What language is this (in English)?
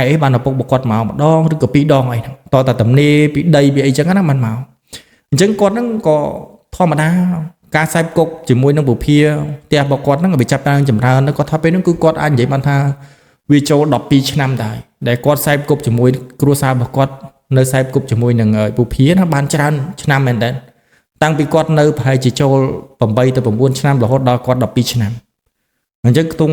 Khmer